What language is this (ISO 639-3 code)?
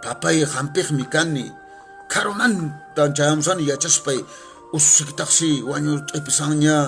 que